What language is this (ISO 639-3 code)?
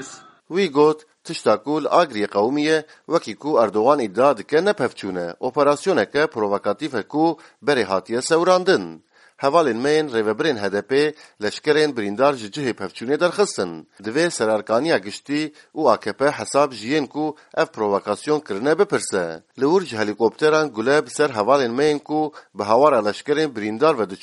kur